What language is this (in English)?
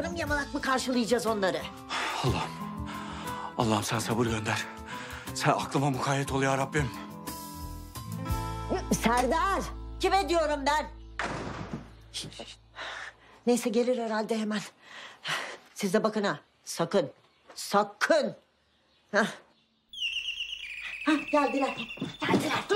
Turkish